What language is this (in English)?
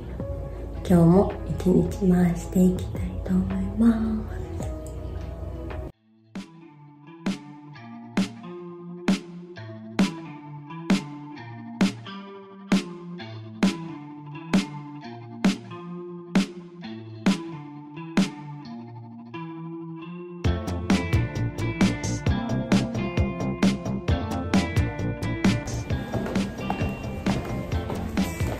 Japanese